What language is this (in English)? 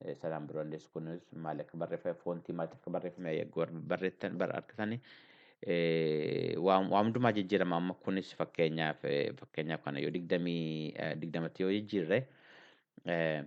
Oromo